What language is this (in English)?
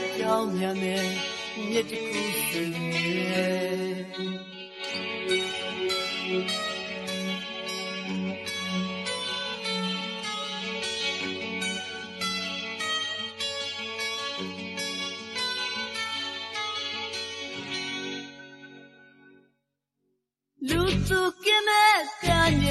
Burmese